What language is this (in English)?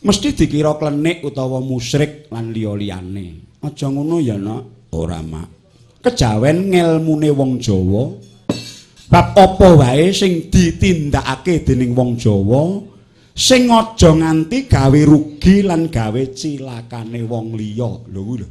Javanese